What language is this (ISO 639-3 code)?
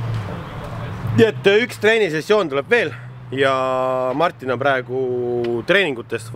est